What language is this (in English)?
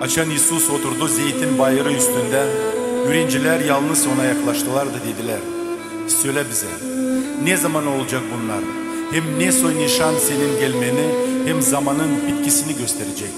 Gagauz